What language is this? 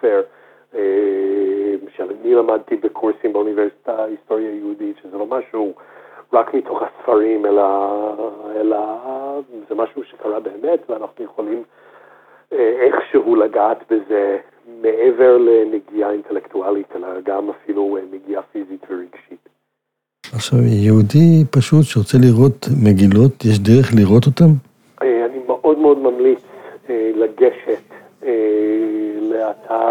Hebrew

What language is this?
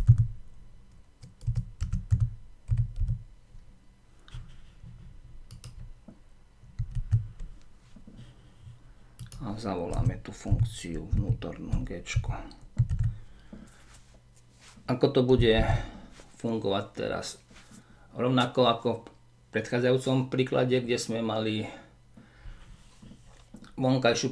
Slovak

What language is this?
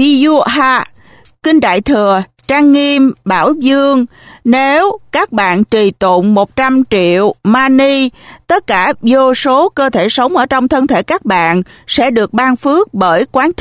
Vietnamese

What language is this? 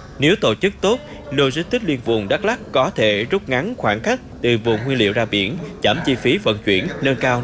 Vietnamese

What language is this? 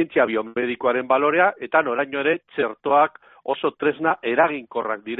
Basque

